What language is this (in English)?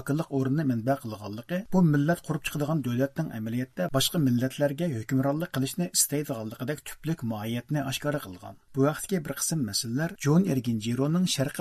Uyghur